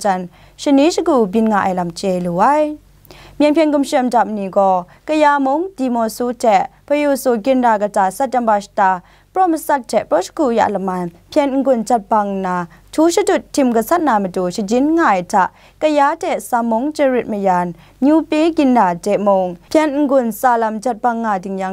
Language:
Kachin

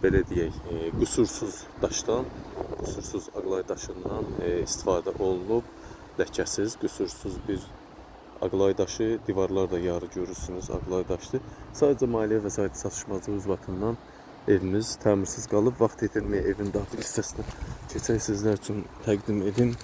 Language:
Azerbaijani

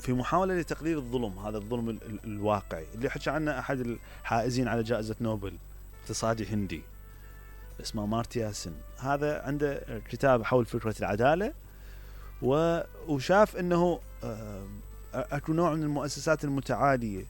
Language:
Mesopotamian Arabic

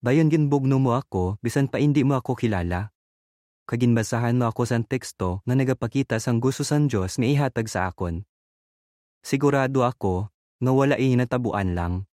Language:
Hiligaynon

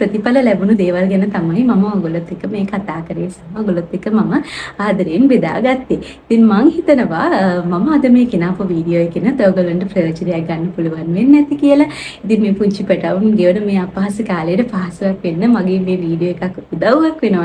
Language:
Sinhala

